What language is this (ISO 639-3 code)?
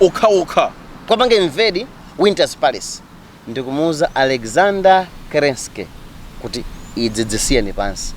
nya